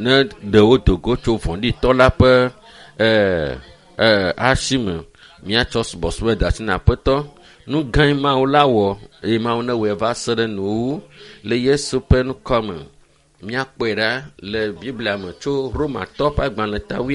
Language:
Ewe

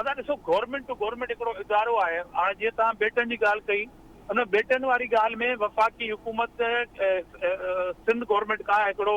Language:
Sindhi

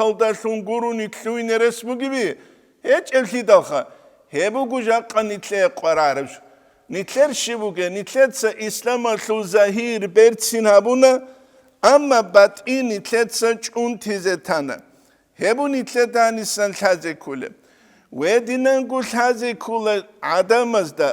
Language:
Avaric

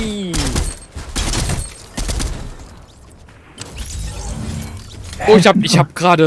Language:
German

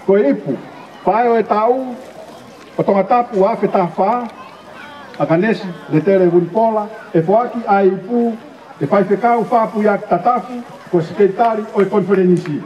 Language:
Tongan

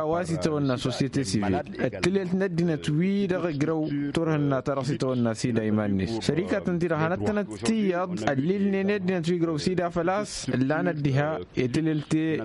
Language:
Tamasheq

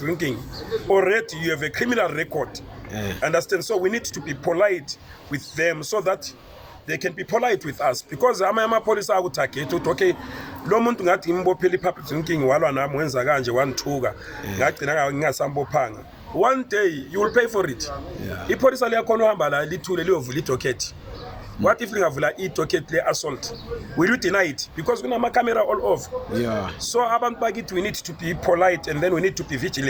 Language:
Zulu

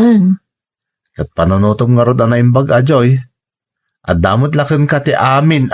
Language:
Iloko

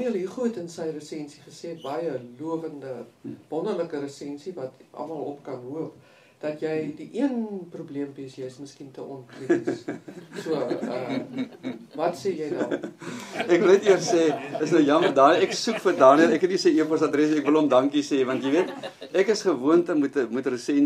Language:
Afrikaans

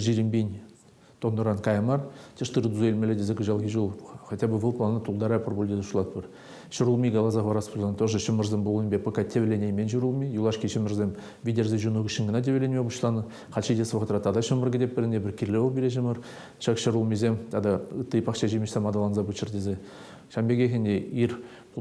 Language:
Chuvash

